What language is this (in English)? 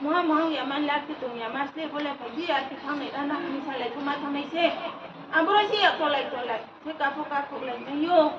Riang (India)